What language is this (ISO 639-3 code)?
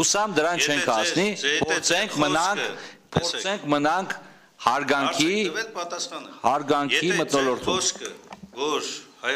hye